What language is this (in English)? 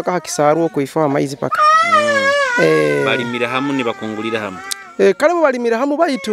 Nyoro